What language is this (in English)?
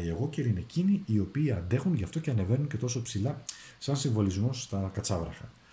Greek